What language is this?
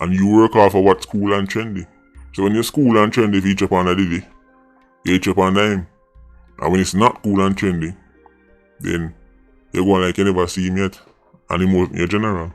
Jamaican Creole English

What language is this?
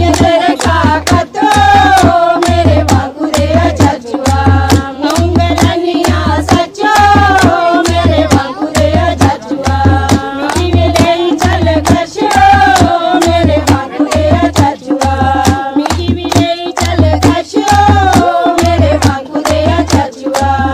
Dogri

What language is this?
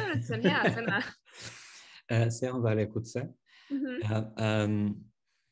Estonian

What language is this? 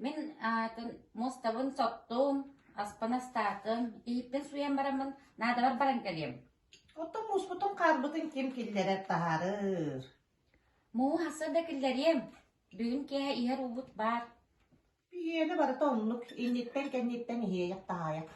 Yakut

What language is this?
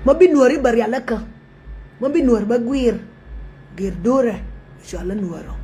Nuer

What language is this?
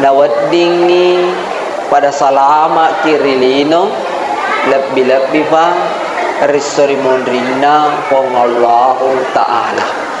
Buginese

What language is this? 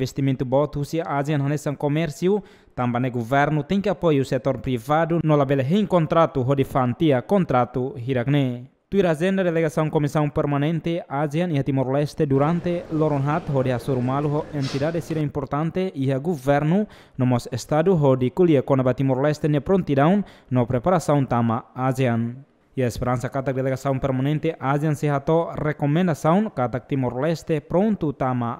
Tetum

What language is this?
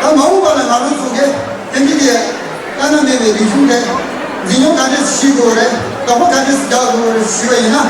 Tibetan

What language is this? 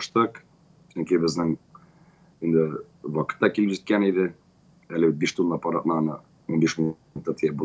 Tatar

